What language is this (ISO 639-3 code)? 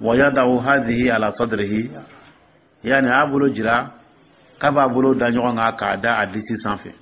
dyu